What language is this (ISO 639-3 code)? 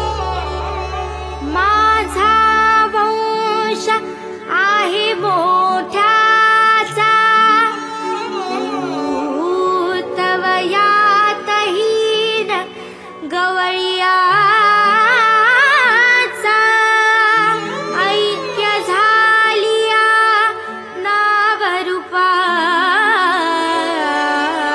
mar